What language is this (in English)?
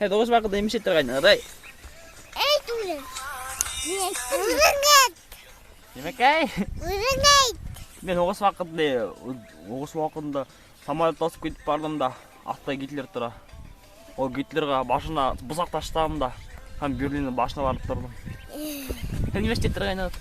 Bashkir